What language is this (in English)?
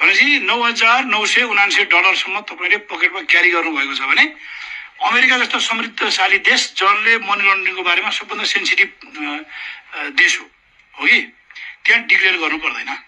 Nepali